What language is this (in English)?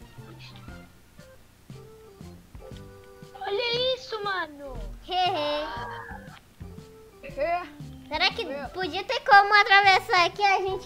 Portuguese